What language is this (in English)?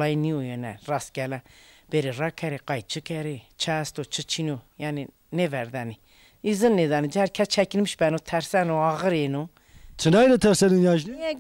Zaza